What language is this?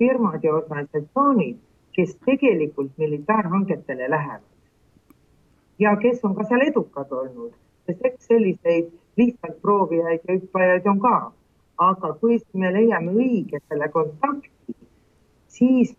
Estonian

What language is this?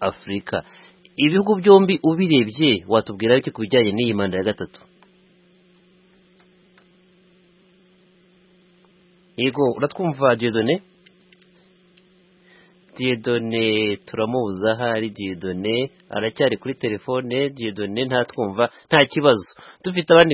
Kinyarwanda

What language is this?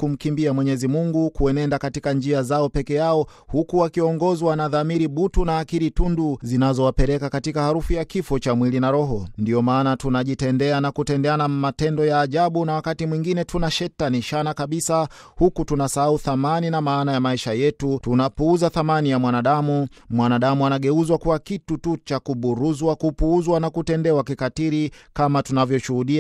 Swahili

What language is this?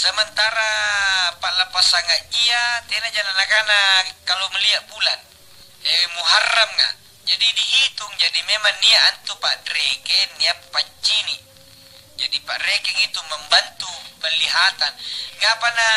Makasar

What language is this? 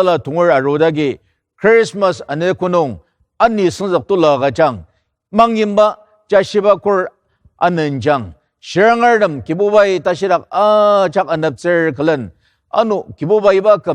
Ao Naga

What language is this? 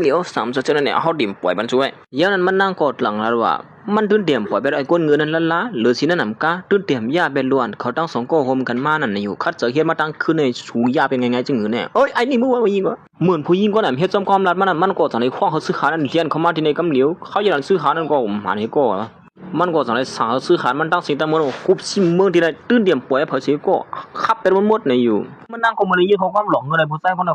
Shan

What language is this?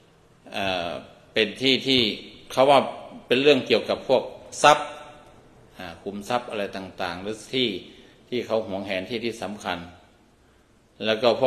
Thai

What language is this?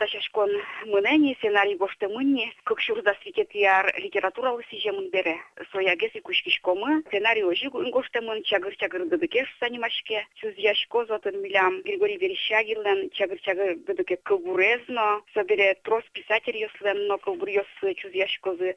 Udmurt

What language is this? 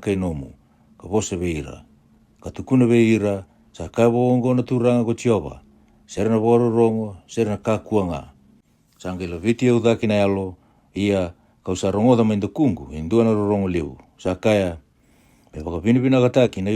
Fijian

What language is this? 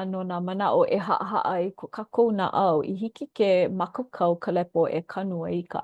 Hawaiian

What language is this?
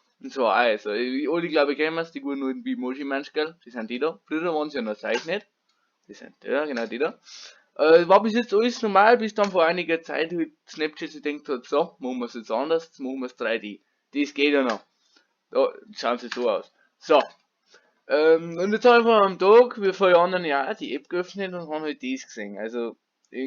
Bavarian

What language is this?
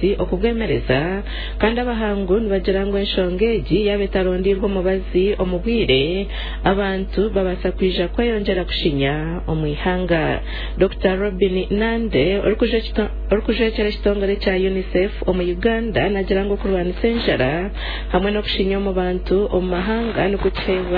Nyankole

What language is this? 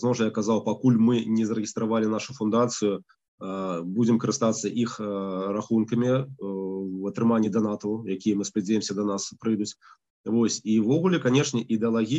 Belarusian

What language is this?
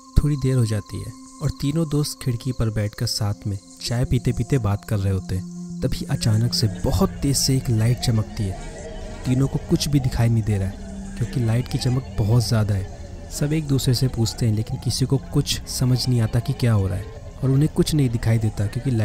Hindi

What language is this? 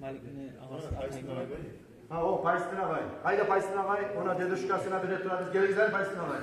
Kumyk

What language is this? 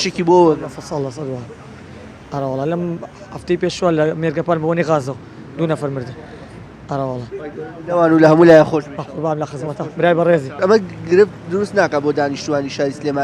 Central Kurdish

